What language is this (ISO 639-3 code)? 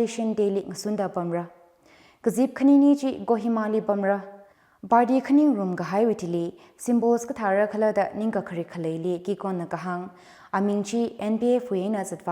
nmf